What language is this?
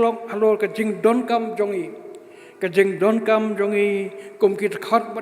Khasi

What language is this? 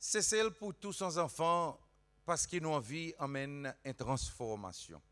Seselwa Creole French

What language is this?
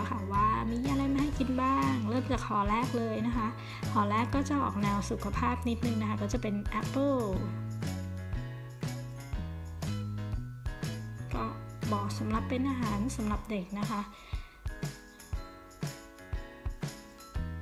Thai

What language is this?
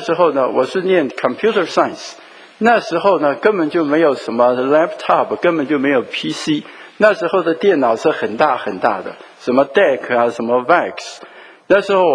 Chinese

